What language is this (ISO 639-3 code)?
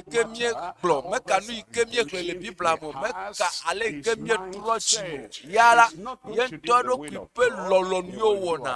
ewe